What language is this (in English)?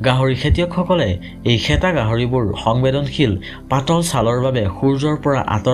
Assamese